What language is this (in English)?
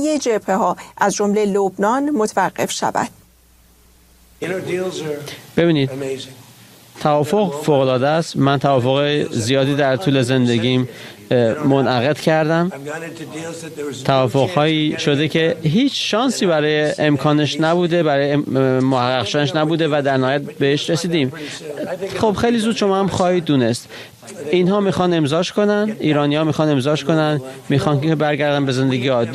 Persian